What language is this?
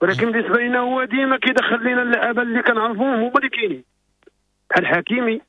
Moroccan Arabic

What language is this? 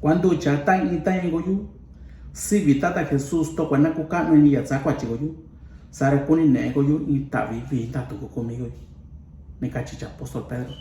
Mixtepec Mixtec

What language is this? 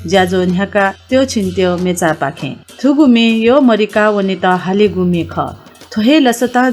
Newari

